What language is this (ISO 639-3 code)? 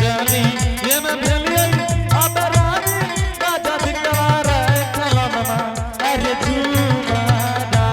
anp